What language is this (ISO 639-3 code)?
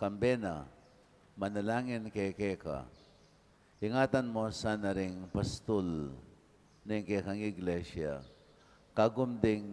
pam